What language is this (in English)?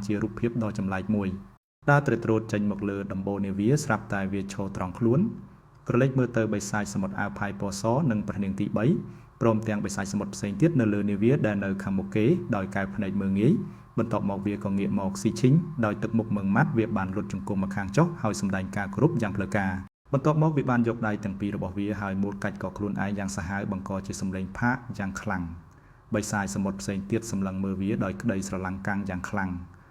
Khmer